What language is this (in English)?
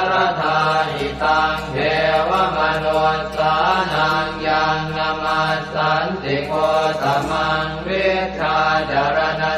Pali